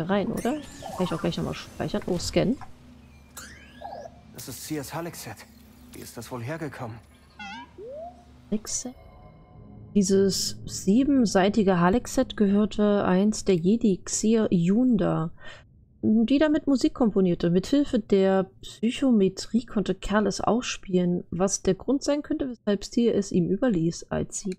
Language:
German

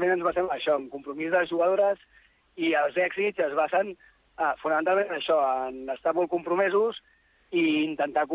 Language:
Catalan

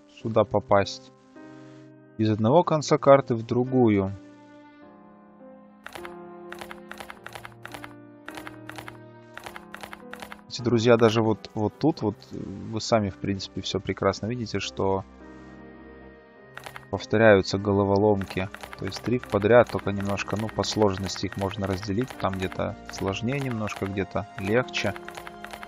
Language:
Russian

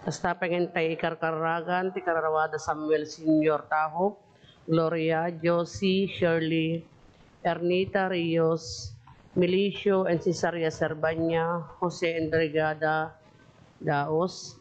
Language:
Iloko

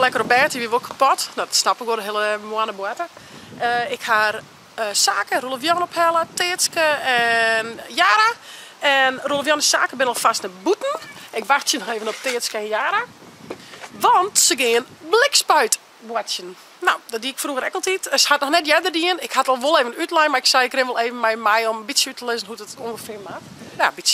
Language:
Western Frisian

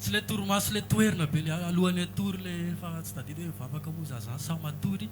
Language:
Malagasy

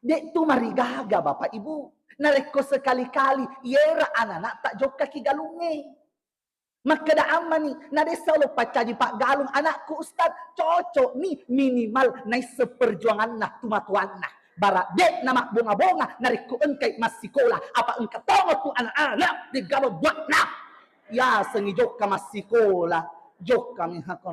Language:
Buginese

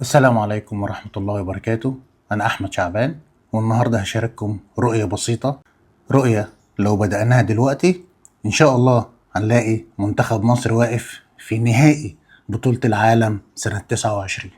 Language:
Egyptian Arabic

